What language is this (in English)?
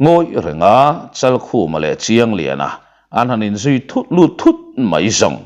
Mizo